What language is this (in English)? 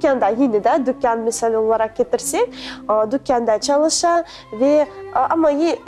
Crimean Tatar